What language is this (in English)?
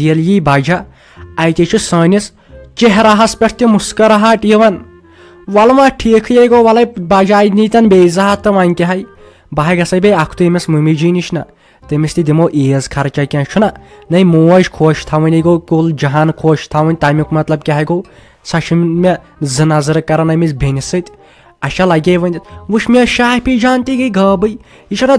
Kashmiri